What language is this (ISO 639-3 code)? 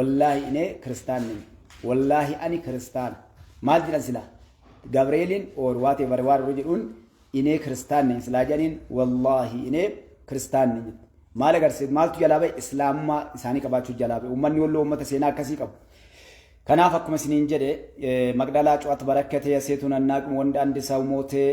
orm